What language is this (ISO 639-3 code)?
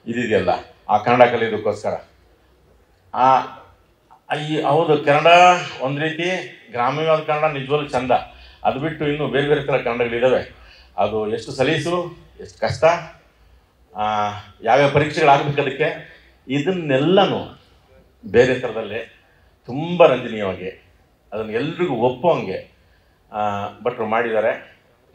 kan